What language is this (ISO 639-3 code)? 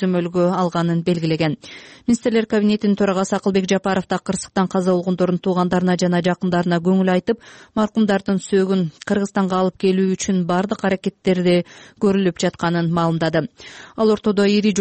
kir